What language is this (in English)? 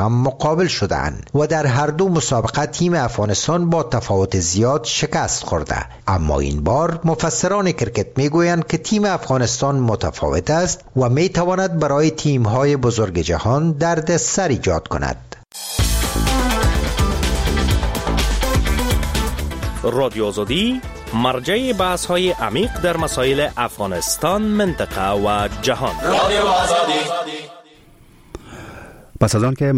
Persian